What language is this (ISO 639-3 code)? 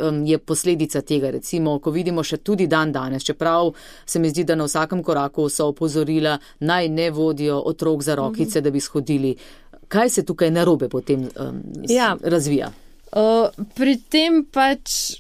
slv